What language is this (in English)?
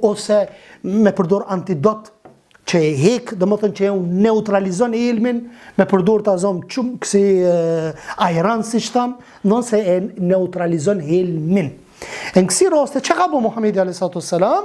Albanian